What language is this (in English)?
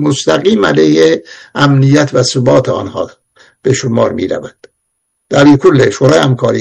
Persian